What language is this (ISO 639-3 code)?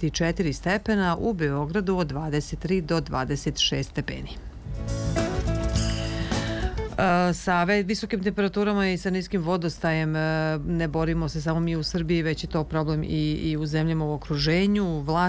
srp